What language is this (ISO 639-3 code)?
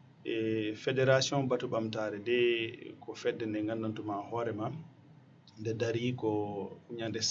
ful